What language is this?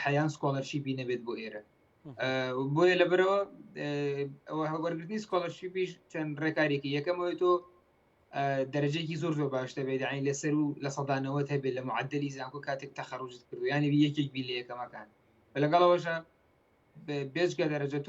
Central Kurdish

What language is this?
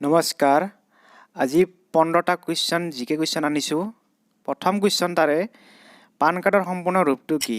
Assamese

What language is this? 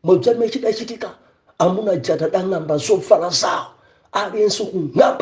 Nyanja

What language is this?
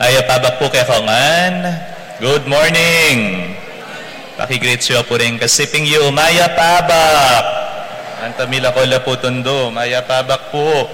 Pampanga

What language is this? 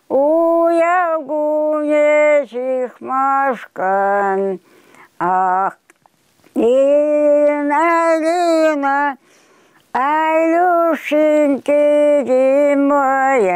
Chuvash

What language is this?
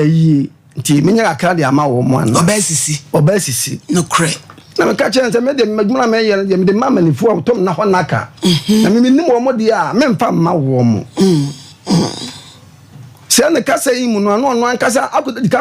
Akan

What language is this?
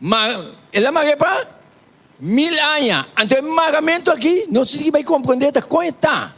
Papiamento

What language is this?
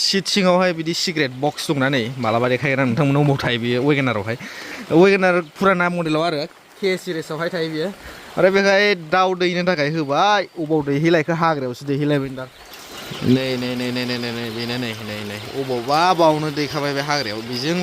Bodo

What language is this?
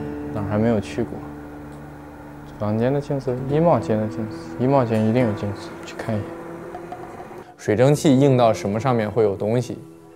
Chinese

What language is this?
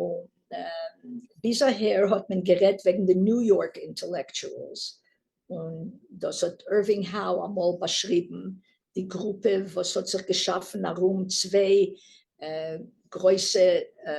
Yiddish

